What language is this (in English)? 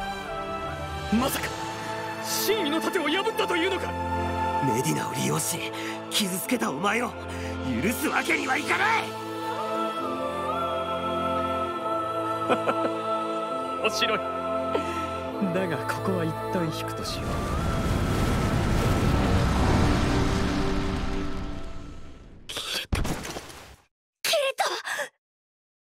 Japanese